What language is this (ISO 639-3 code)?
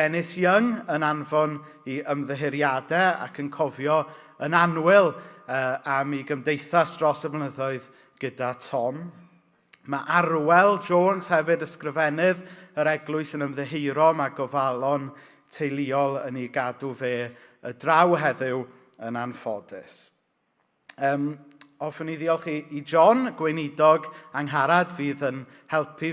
cym